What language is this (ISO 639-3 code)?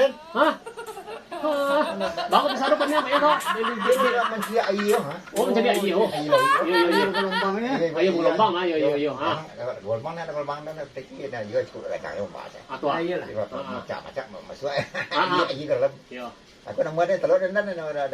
min